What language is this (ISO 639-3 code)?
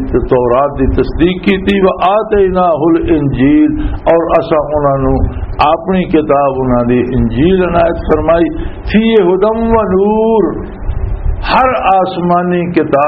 lah